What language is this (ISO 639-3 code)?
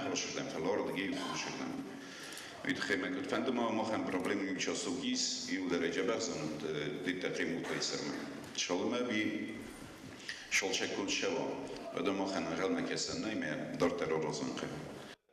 oss